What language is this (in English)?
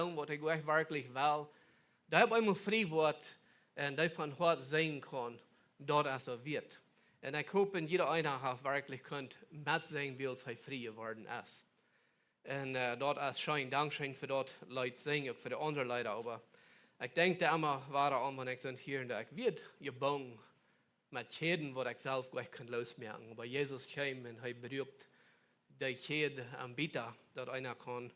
Plautdietsch